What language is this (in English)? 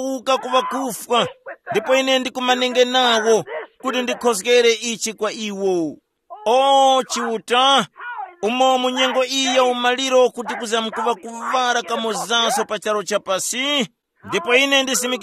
Tumbuka